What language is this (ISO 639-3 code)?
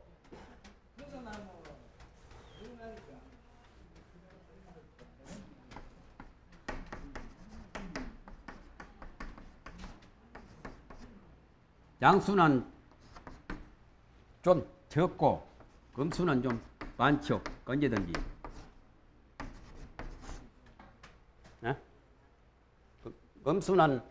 kor